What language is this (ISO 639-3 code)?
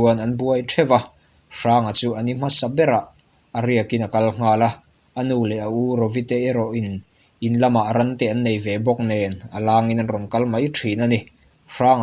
lus